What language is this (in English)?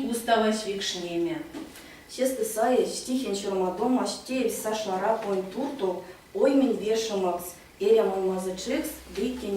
Erzya